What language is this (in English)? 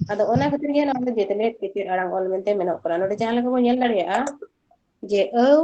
Santali